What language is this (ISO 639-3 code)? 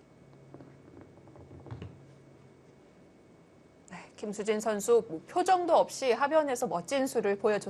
kor